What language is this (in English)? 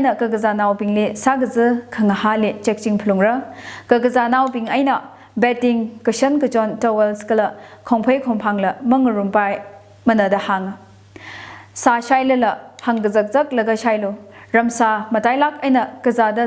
Tangkhul Naga (India)